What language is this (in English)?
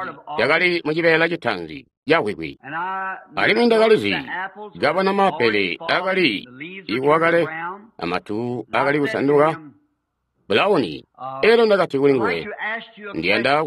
Tonga (Zambia)